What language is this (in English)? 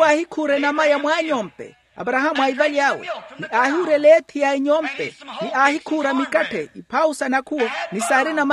Makhuwa